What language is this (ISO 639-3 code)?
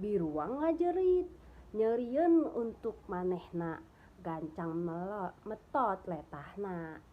sun